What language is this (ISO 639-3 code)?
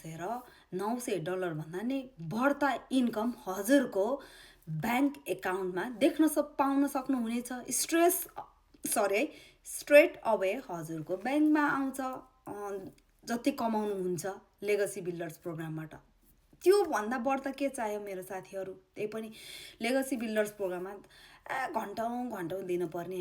nep